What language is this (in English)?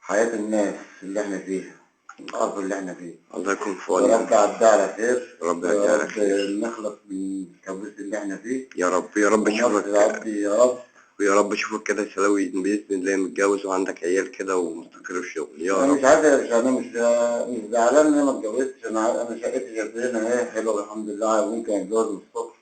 Egyptian Arabic